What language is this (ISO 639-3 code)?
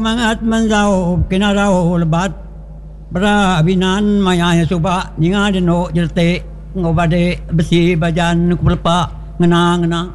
iba